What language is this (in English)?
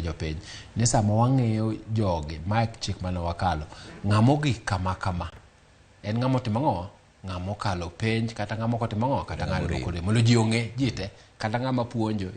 Luo (Kenya and Tanzania)